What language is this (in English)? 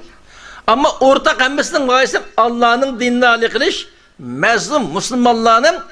Uyghur